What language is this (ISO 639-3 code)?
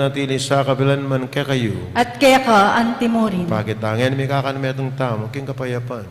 pam